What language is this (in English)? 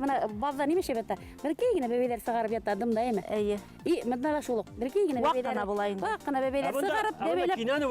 Bashkir